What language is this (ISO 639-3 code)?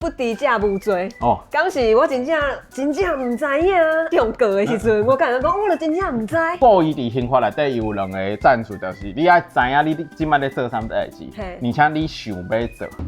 nan